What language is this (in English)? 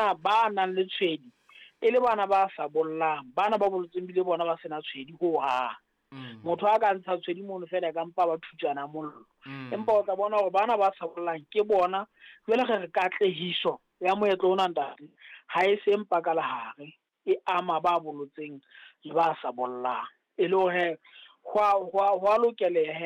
Southern Sotho